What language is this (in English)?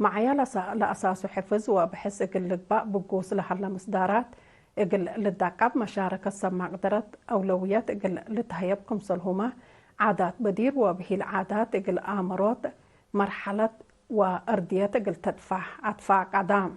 Tigre